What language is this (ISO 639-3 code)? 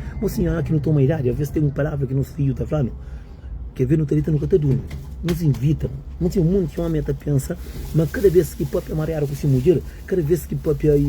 kea